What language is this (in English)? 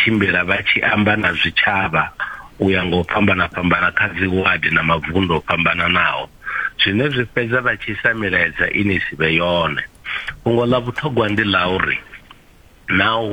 Venda